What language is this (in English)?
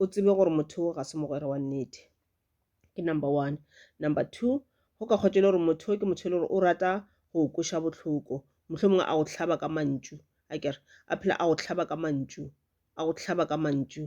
Northern Sotho